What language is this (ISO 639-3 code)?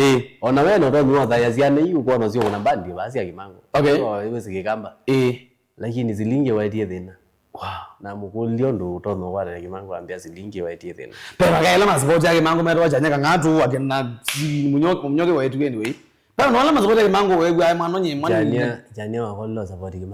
kam